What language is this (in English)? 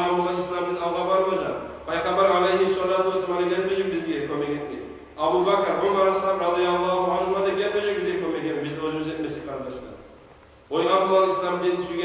Kumyk